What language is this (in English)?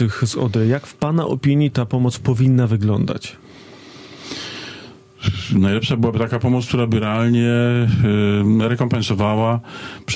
Polish